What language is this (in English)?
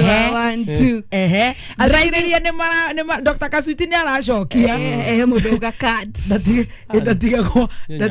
Kikuyu